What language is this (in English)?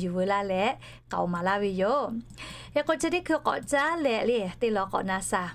Lahu